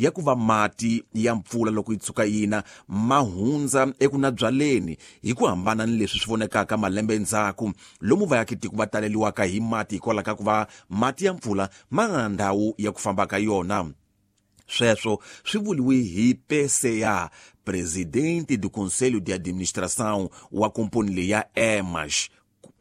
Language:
Tsonga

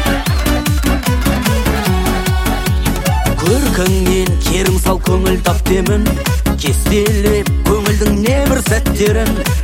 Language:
Kazakh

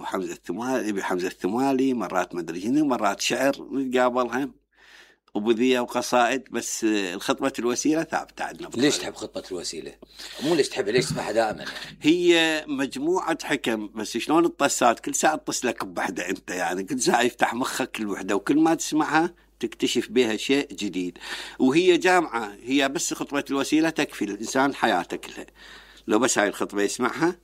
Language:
Mesopotamian Arabic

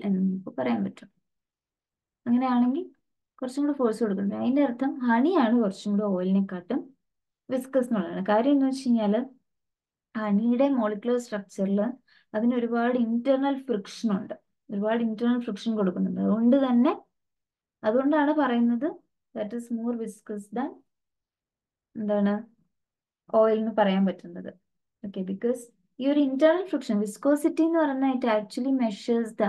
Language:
Malayalam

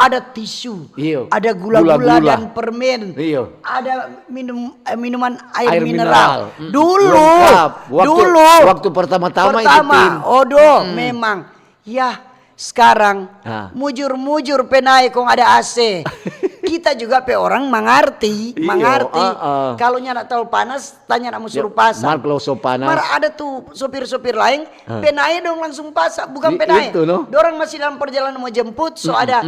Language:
Manado Malay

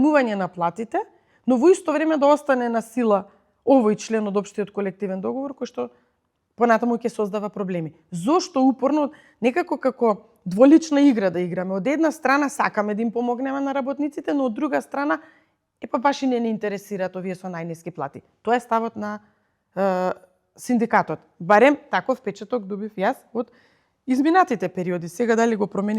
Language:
Macedonian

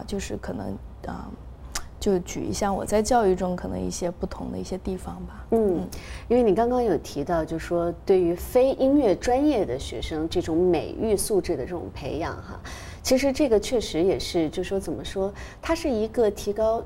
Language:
Chinese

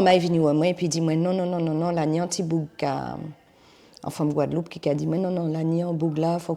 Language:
Guadeloupean Creole French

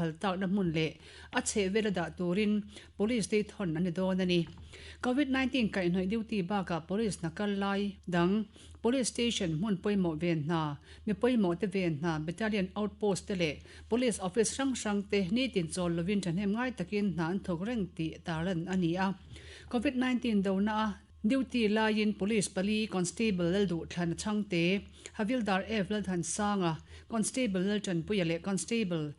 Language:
Mizo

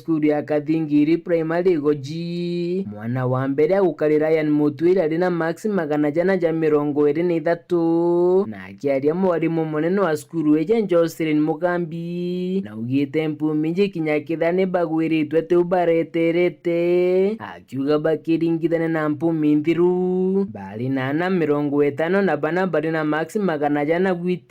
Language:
Meru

